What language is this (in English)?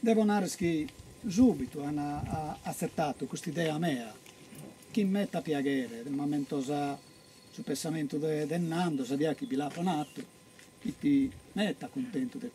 Sardinian